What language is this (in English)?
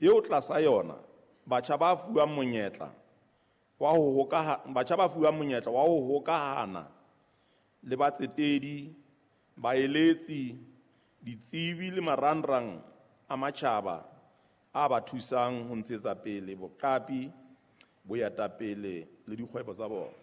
Southern Sotho